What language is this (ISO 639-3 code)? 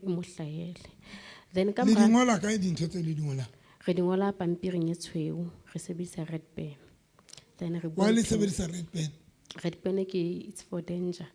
sot